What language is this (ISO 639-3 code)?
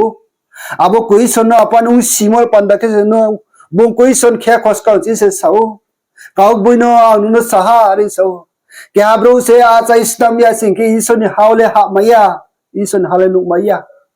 ria